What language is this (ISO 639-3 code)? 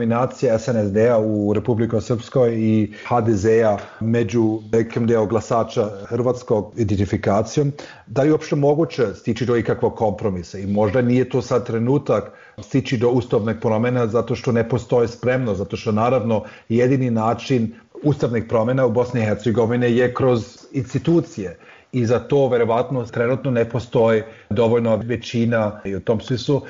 bos